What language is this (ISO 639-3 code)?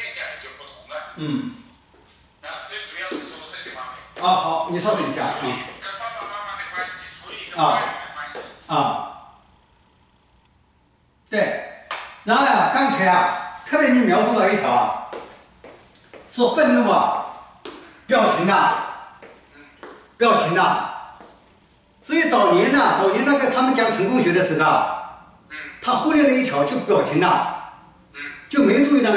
zho